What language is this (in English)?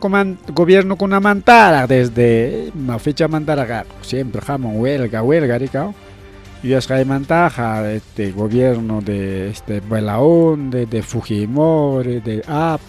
Ayacucho Quechua